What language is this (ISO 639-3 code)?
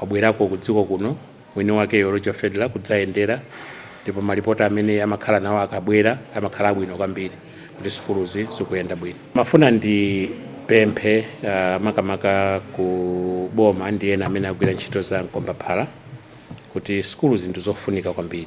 nya